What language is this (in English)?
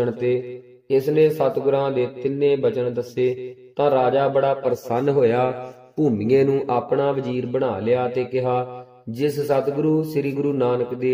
Punjabi